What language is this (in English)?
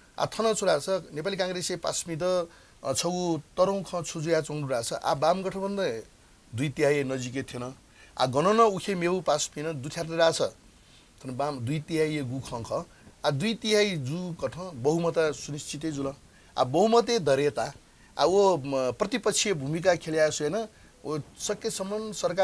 Newari